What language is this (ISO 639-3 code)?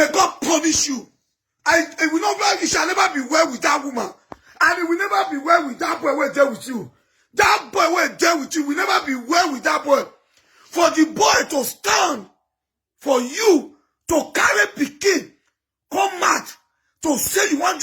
pcm